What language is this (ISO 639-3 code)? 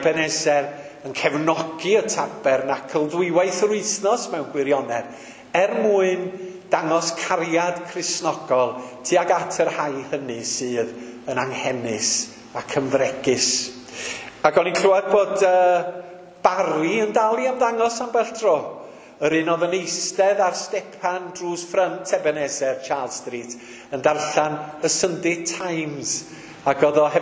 cym